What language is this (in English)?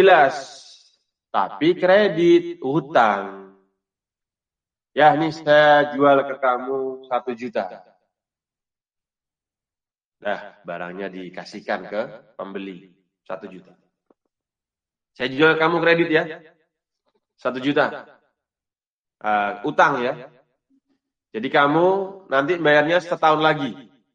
Indonesian